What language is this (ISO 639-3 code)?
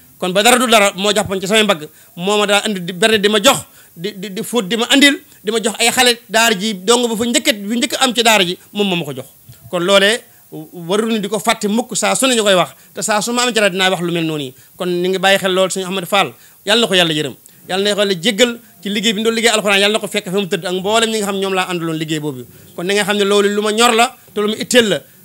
wol